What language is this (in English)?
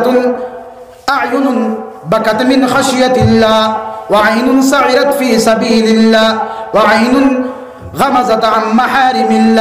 Sylheti